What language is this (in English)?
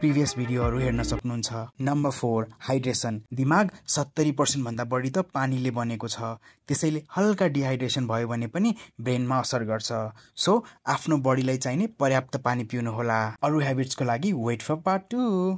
Nepali